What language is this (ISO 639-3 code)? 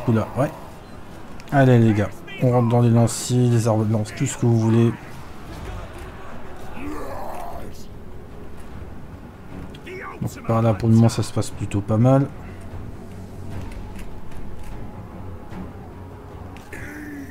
fra